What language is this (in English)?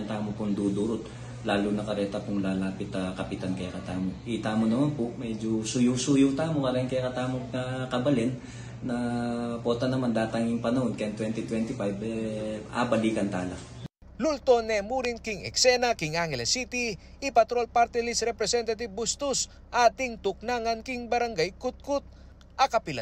Pampanga